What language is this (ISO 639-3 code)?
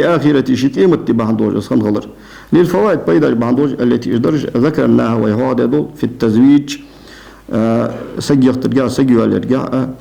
inh